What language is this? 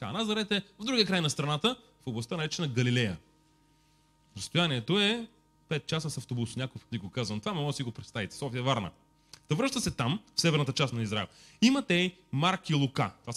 Bulgarian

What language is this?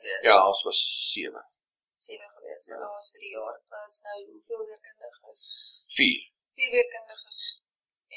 Afrikaans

